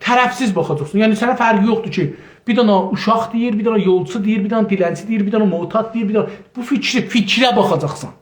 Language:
South Azerbaijani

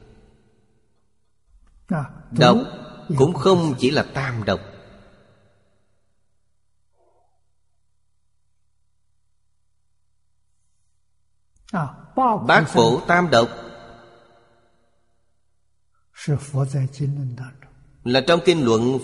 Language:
Vietnamese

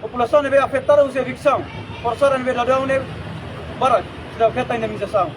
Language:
Tetum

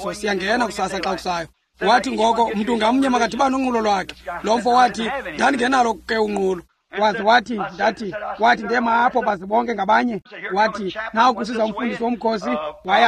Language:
Xhosa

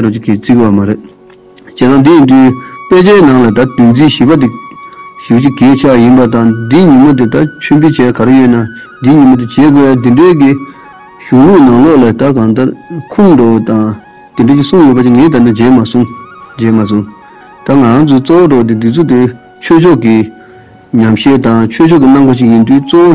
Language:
Tibetan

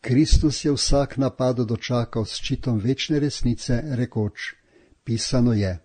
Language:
Slovenian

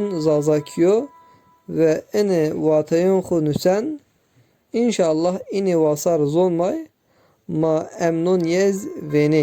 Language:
Zaza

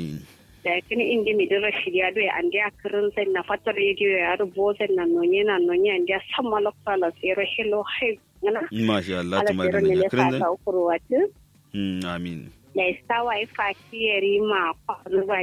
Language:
Kanuri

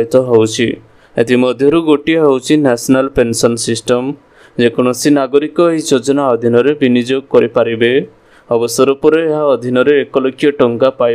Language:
Odia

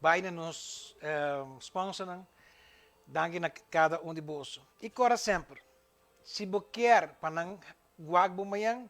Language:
Papiamento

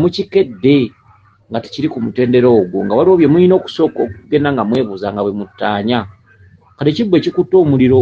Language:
Ganda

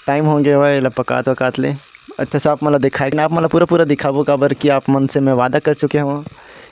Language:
Chhattisgarhi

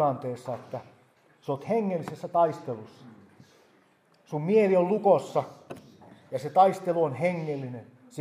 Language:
Finnish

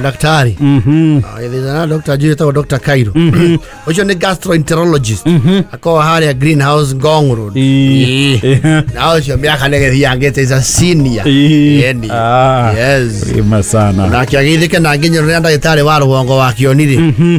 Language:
Kikuyu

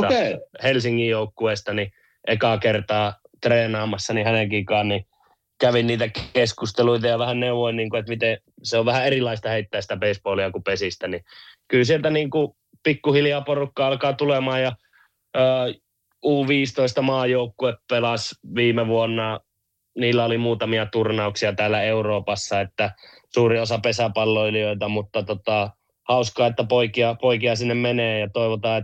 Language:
Finnish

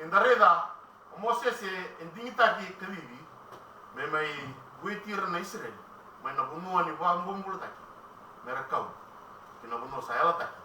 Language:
Fijian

